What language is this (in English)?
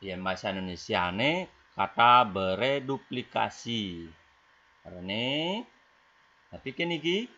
Balinese